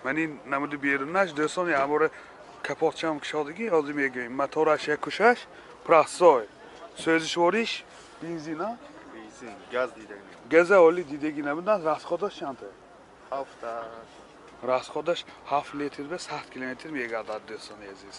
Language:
Tajik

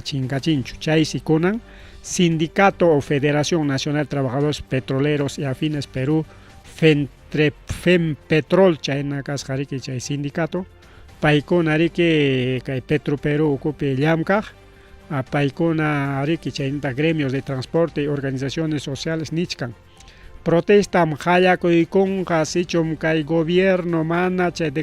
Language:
Ayacucho Quechua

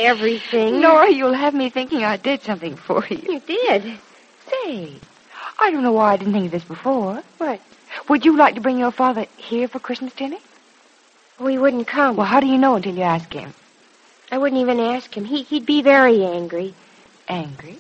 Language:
English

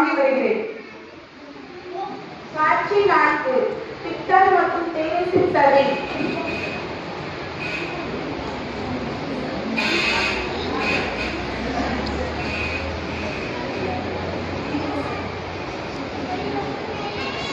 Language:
Tamil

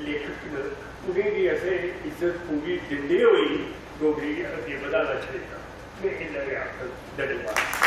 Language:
Dogri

